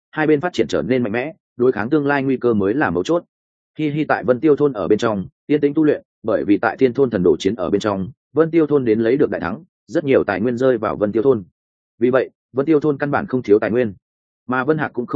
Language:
Vietnamese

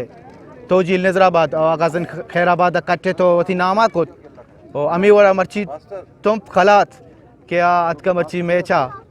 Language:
Eastern Balochi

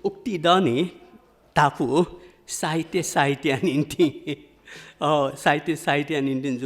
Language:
Newari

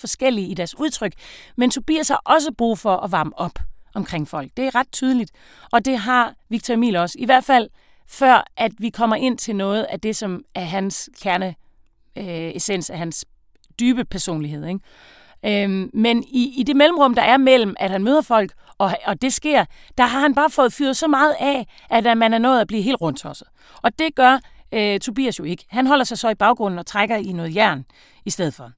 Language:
Danish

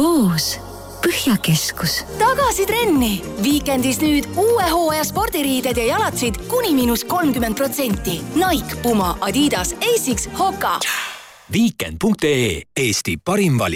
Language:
Estonian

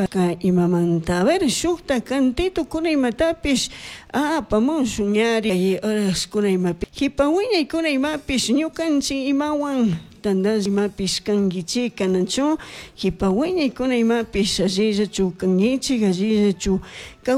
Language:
Chimborazo Highland Quichua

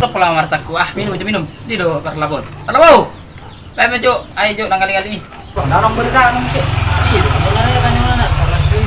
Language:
Batak Toba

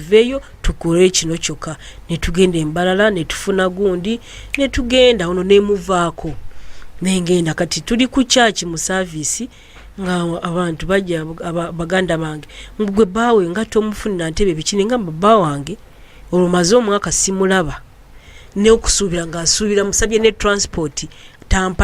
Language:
Ganda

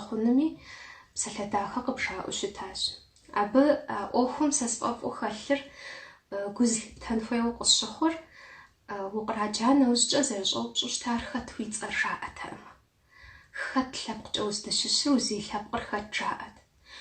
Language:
Kabardian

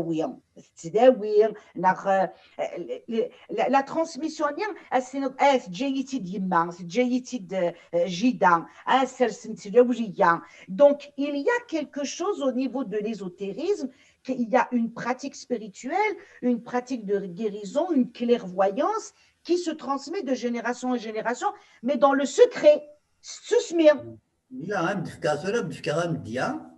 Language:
Kabyle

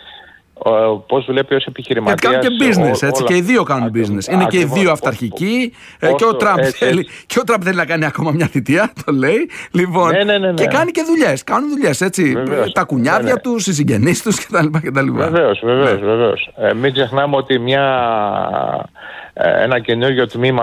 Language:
Greek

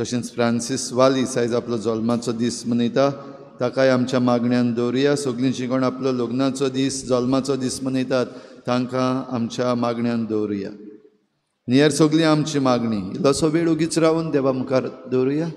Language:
Konkani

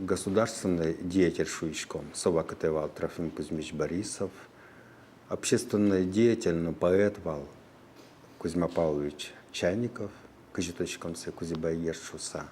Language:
Udmurt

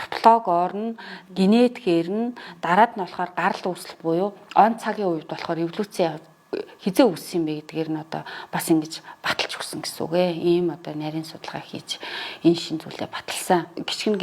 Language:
Mongolian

